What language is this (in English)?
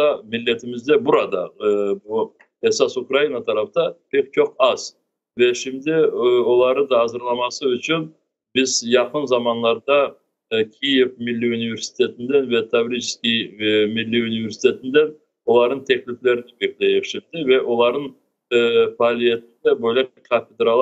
Crimean Tatar